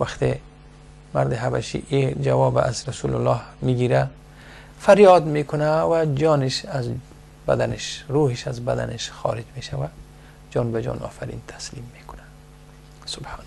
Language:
Persian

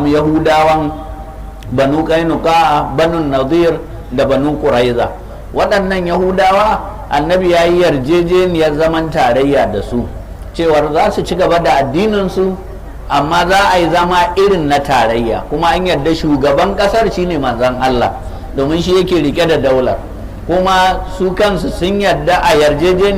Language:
Hausa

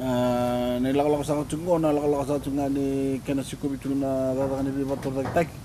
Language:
Fijian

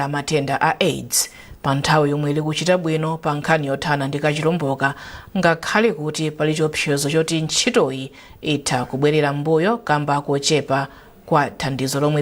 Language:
Nyanja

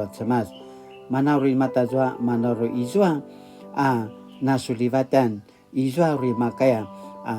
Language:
Paiwan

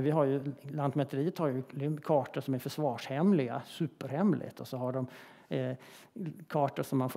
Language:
Swedish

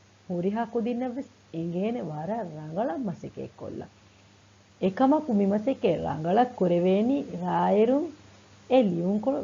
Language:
Divehi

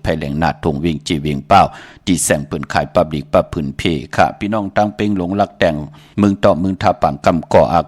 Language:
Shan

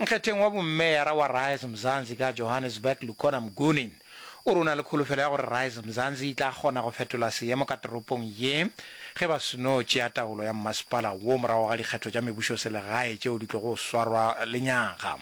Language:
Northern Sotho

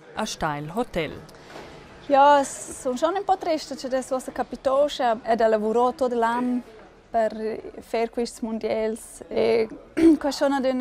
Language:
Romansh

